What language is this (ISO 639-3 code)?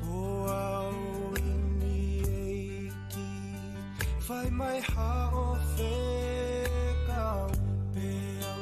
ton